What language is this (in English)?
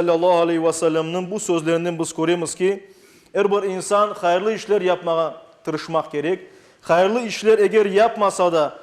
Crimean Tatar